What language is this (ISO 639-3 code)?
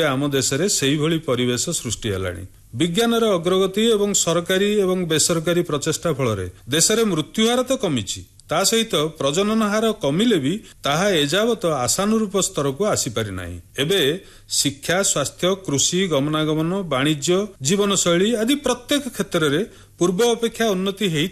ori